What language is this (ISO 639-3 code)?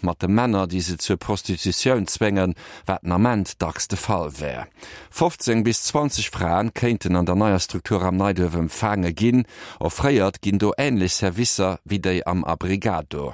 ltz